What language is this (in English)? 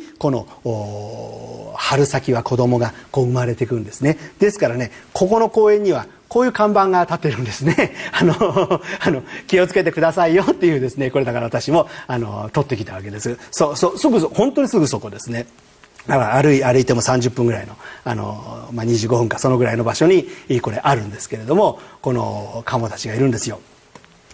Japanese